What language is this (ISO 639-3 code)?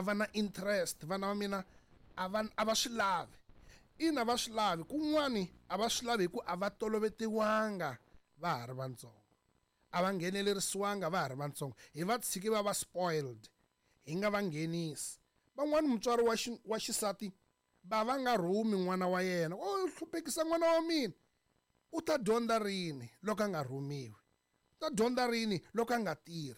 tso